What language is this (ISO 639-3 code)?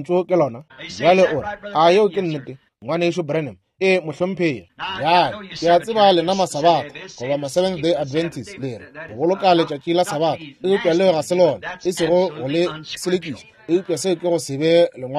nso